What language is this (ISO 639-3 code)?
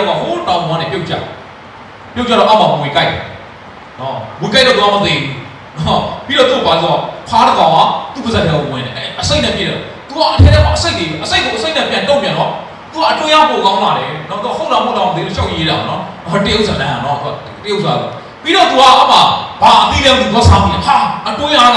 mya